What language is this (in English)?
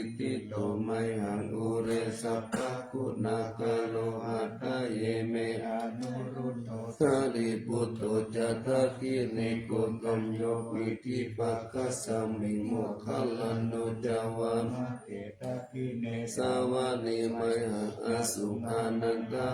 Pali